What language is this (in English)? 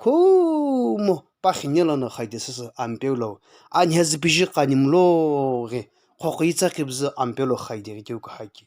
Sumi Naga